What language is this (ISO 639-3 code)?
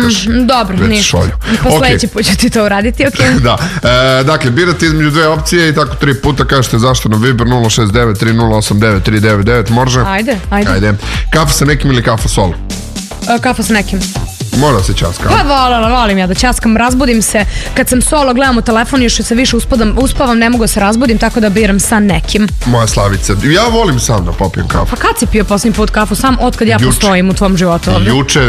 srp